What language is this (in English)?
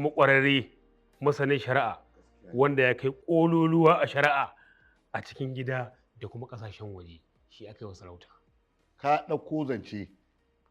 Hausa